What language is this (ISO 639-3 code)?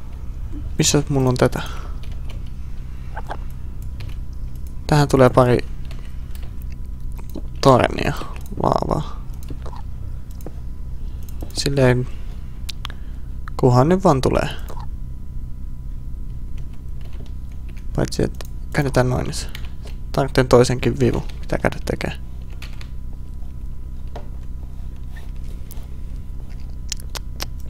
fin